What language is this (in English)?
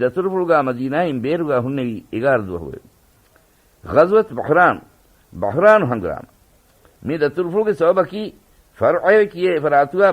Divehi